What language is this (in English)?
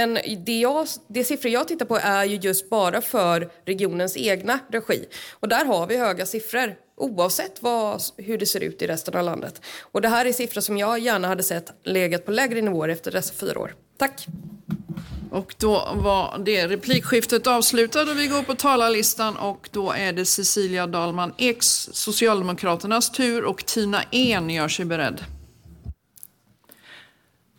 Swedish